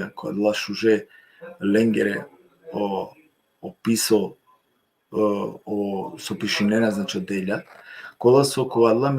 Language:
Balkan Romani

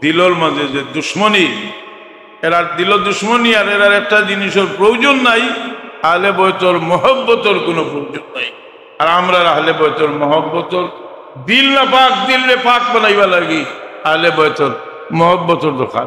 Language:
Sylheti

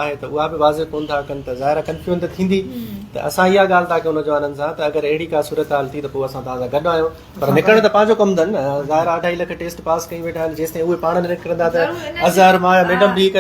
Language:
Sindhi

